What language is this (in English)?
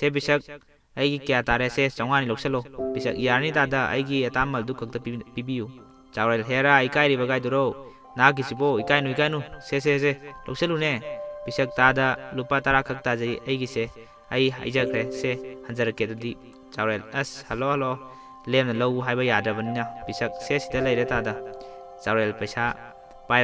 Manipuri